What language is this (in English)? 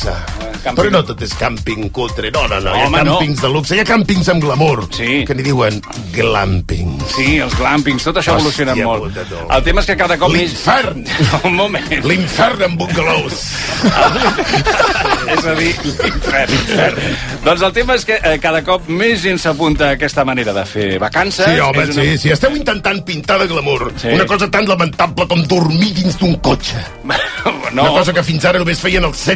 Catalan